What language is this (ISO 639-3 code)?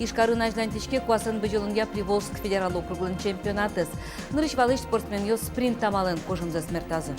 udm